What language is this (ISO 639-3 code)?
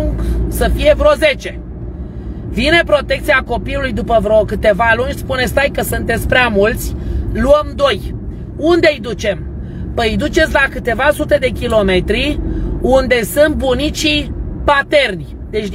ron